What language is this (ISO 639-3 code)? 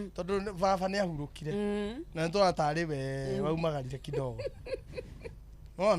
kik